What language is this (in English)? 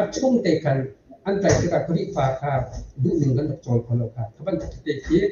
Hakha Chin